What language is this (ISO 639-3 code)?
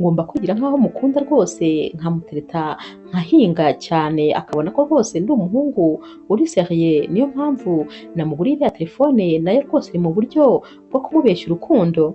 kin